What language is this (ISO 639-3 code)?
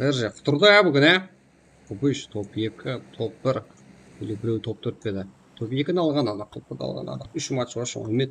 kaa